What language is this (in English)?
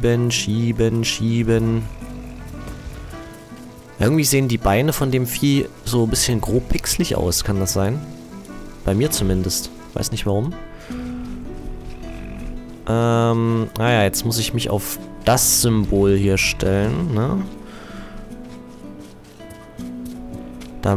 German